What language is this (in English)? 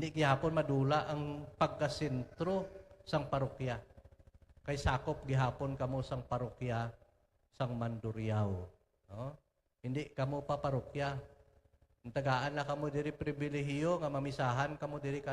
Hiligaynon